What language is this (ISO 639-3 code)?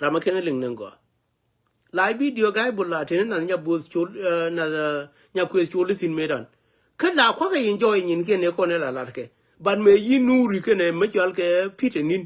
nus